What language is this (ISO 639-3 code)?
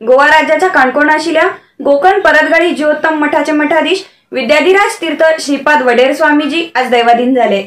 kok